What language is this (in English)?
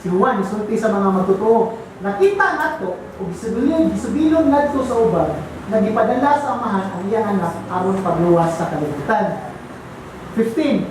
Cebuano